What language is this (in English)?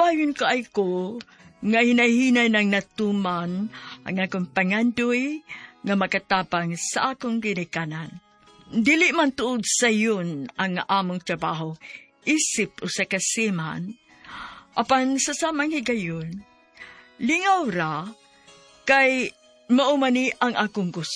Cebuano